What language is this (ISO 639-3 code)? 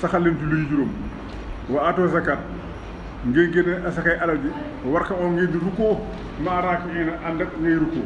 wol